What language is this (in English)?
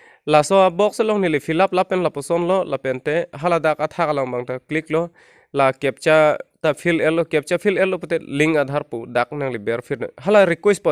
Karbi